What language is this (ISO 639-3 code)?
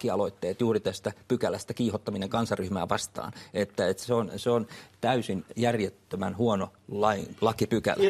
fin